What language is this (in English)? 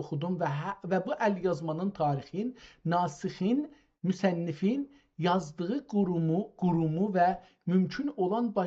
South Azerbaijani